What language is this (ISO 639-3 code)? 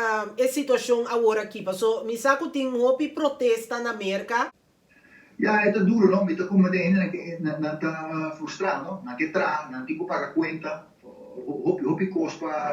pap